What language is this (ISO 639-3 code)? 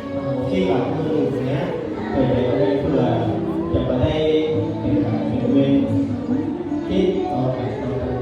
lao